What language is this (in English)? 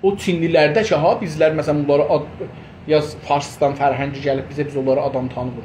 South Azerbaijani